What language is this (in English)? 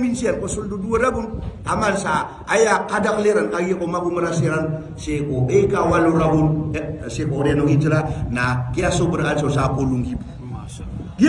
Maranao